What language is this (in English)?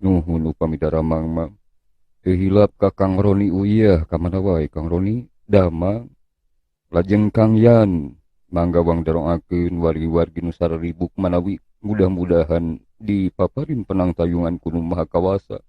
Sundanese